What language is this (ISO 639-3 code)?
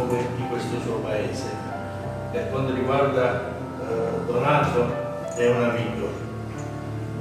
ita